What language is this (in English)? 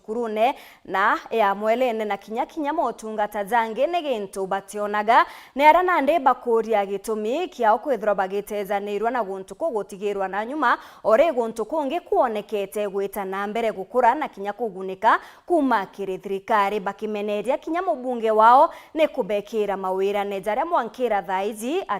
Meru